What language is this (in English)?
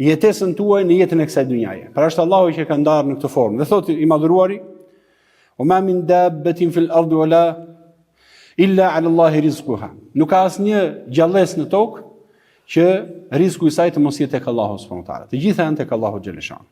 Albanian